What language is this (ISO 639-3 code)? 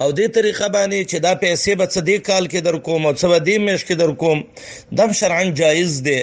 pus